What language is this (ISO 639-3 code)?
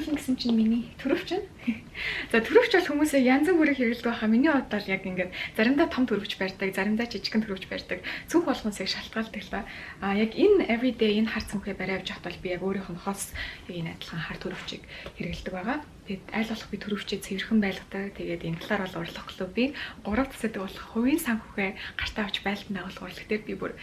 mon